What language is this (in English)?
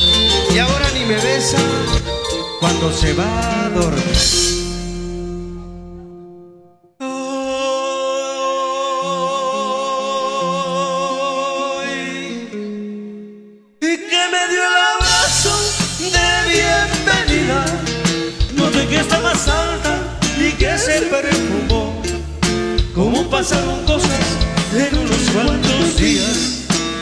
Spanish